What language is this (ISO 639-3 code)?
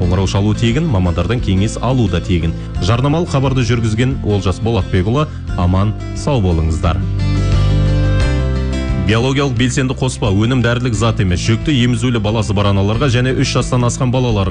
kaz